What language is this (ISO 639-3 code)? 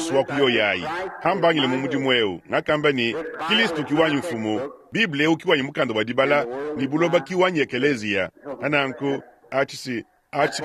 lua